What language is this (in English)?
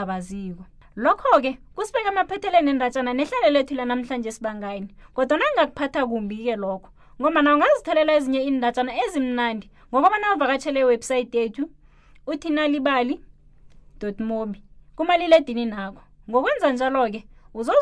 South Ndebele